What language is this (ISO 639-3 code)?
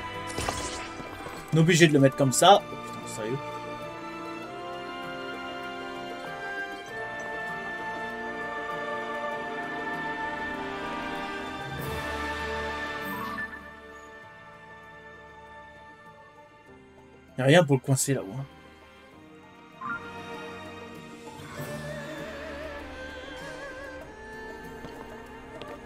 fra